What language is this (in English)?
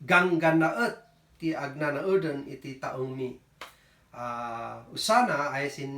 Kankanaey